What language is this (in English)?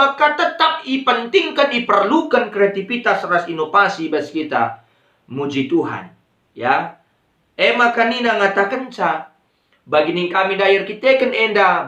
Batak Karo